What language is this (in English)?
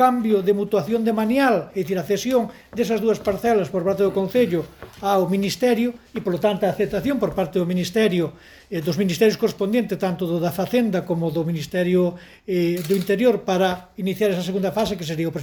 Galician